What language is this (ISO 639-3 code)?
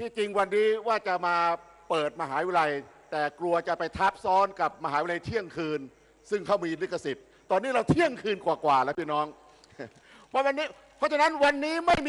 tha